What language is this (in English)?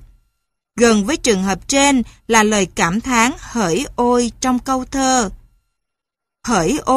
Vietnamese